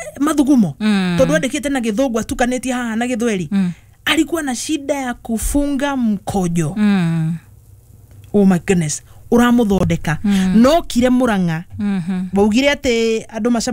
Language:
Kikuyu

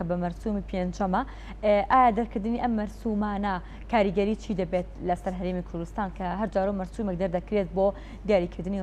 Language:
Central Kurdish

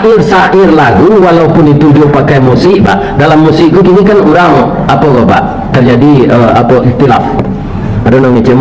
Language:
Minangkabau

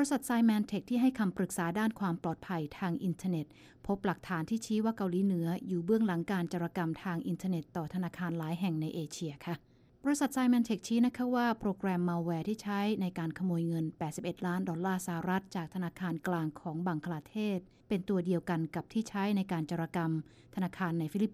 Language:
Thai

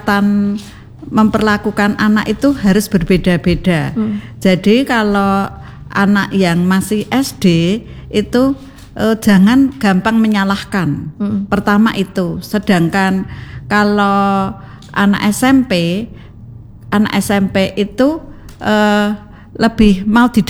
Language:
Indonesian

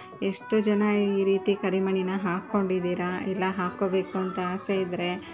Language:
Kannada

